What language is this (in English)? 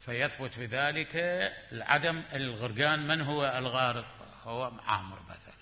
Mesopotamian Arabic